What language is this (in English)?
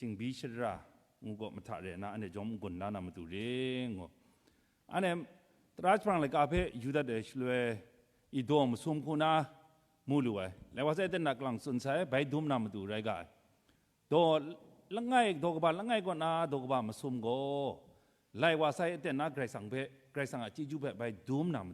Kachin